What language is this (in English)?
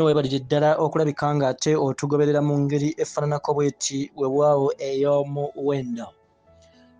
Ganda